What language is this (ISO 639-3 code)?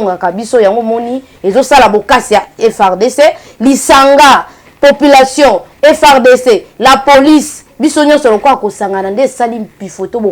lin